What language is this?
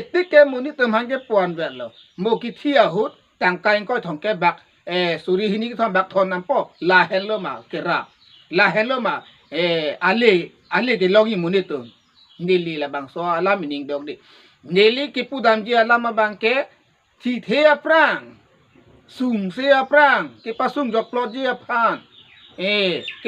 Karbi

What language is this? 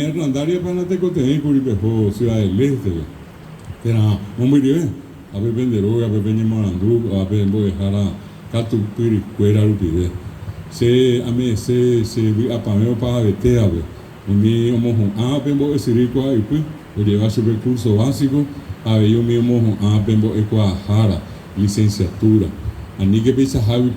Guarani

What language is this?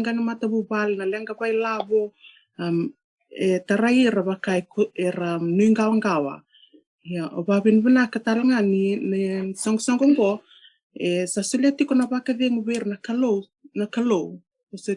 Fijian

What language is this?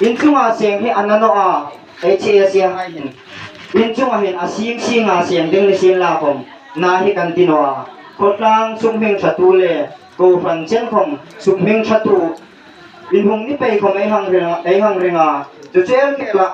Hmar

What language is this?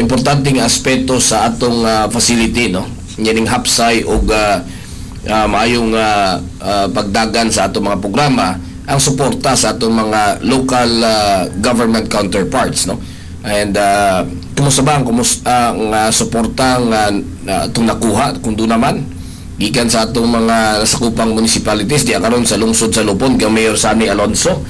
Cebuano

